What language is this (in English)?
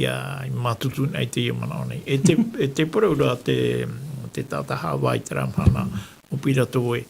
Tahitian